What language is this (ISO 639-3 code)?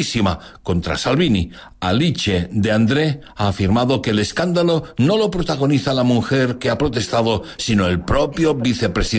spa